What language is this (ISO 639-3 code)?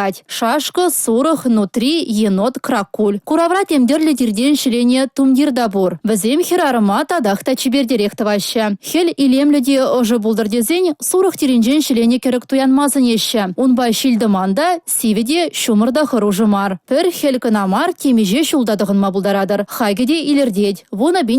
chv